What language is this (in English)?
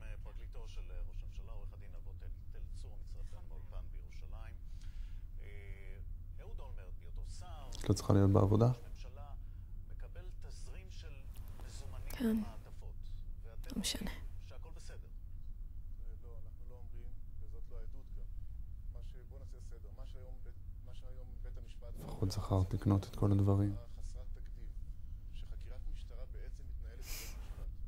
Hebrew